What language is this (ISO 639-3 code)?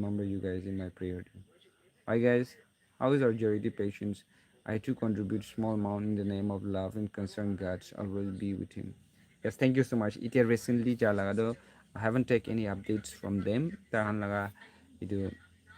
nag